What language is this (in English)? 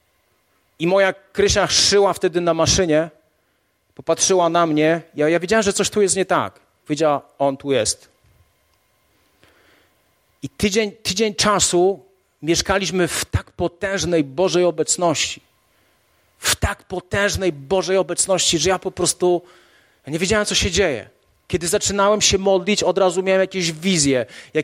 Polish